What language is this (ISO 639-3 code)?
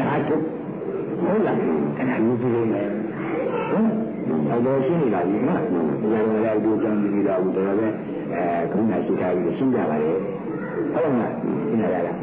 mya